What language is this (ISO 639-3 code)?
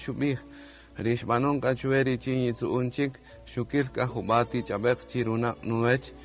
cak